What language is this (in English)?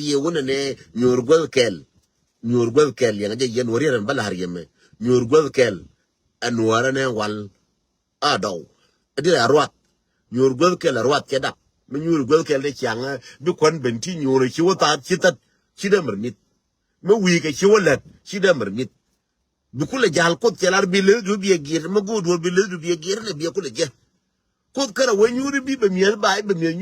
Nuer